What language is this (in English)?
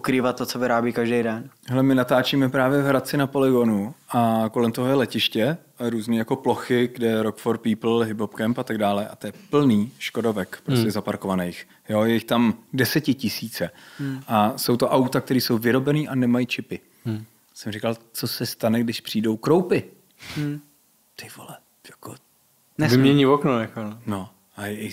Czech